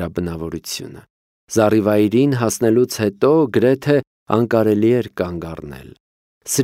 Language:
Armenian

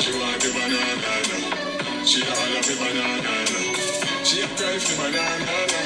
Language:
Jamaican Creole English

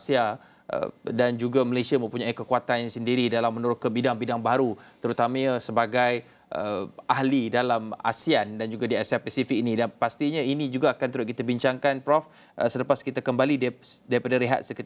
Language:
Malay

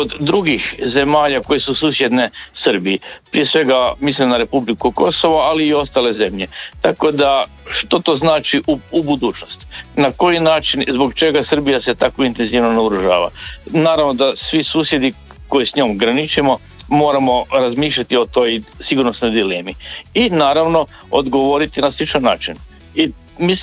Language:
Croatian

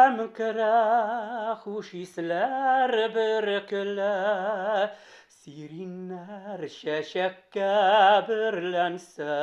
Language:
Tatar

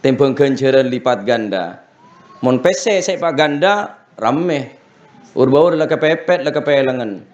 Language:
Madurese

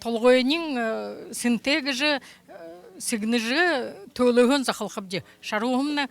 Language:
Buriat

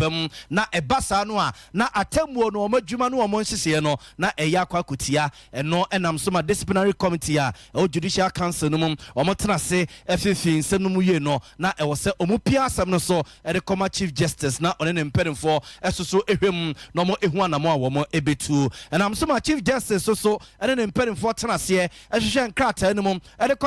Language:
Akan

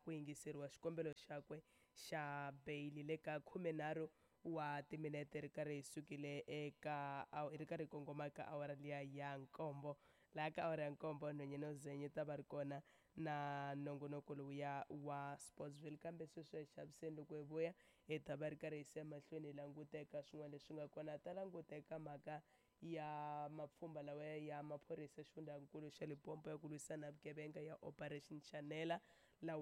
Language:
Tsonga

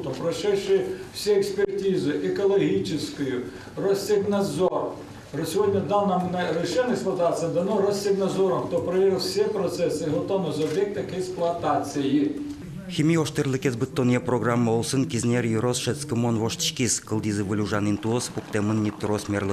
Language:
Udmurt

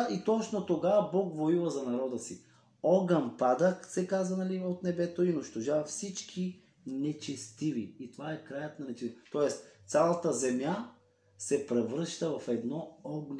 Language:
Bulgarian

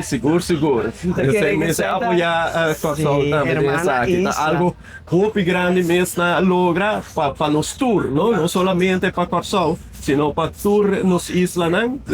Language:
Papiamento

